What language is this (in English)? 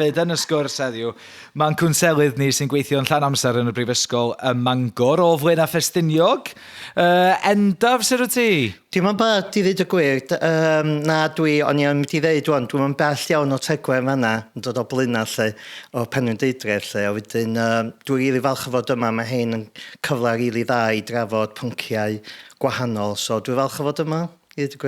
Welsh